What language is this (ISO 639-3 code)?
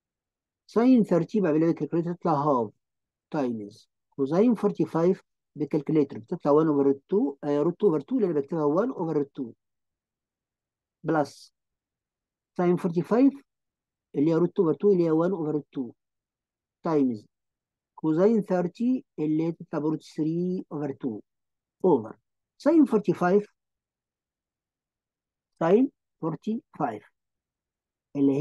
arz